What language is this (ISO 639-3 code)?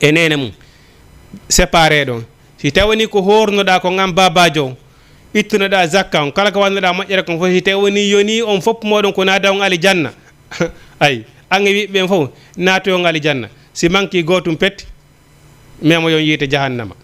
ful